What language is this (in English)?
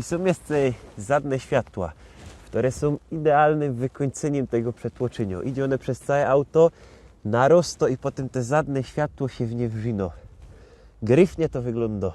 Silesian